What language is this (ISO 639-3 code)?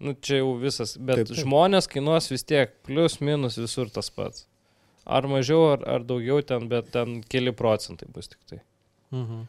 lit